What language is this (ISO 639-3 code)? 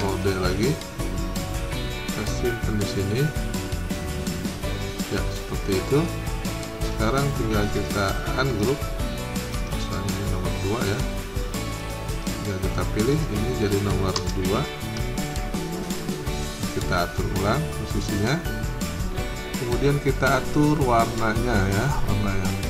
ind